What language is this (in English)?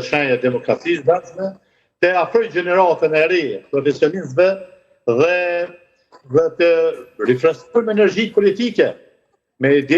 Albanian